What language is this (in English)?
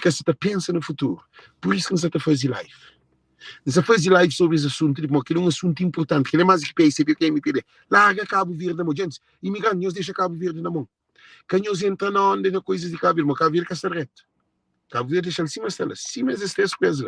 Kabuverdianu